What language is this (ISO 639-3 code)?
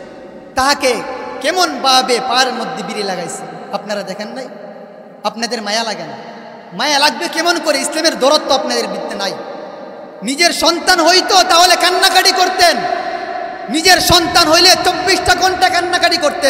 ben